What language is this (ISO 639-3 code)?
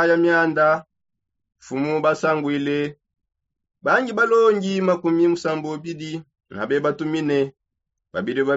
sop